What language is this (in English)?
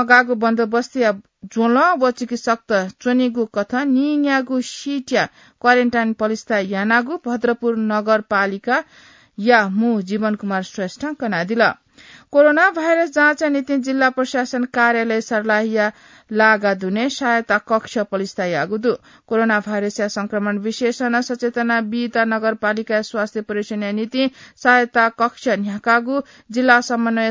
Newari